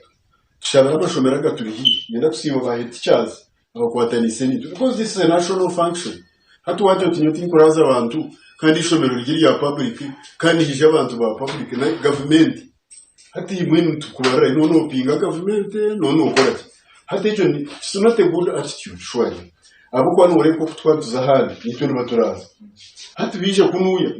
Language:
Nyankole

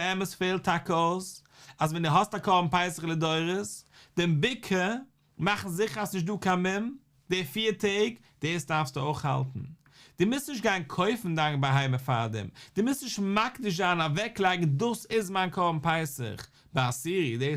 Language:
Yiddish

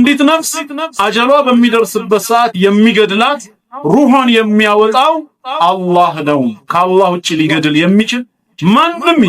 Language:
Amharic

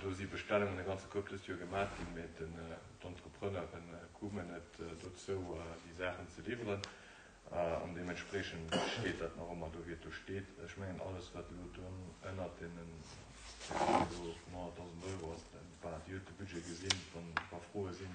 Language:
Luxembourgish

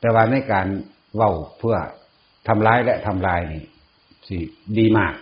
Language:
Northeastern Thai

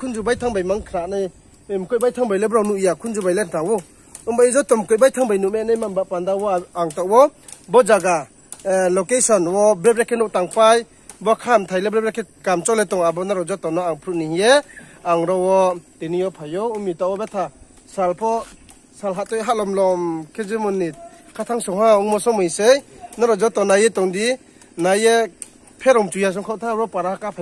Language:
Riang (India)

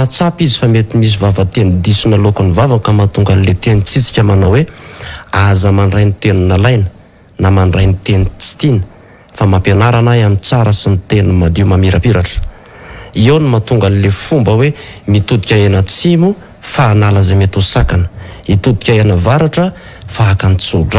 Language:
Malagasy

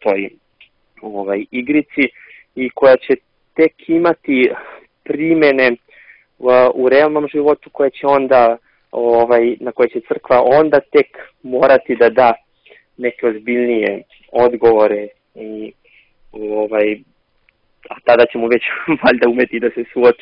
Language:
Serbian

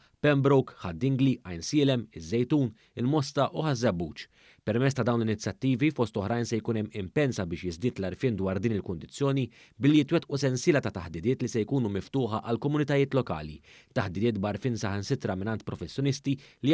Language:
Maltese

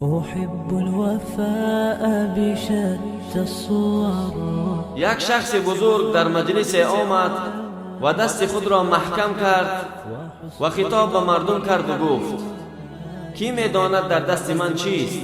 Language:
Tajik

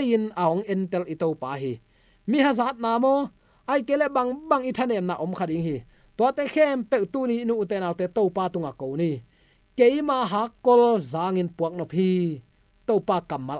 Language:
Tedim Chin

